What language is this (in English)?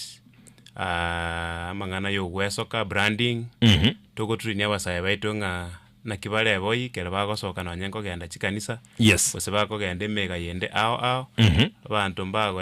Gusii